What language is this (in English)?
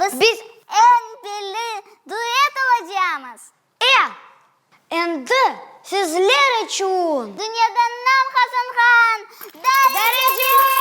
Crimean Tatar